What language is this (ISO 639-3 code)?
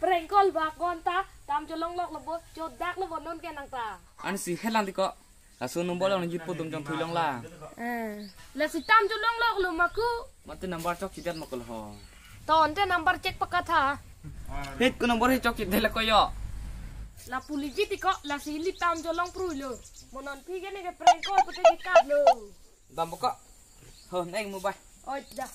mjw